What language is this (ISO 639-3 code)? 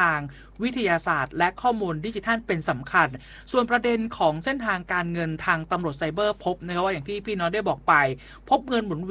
tha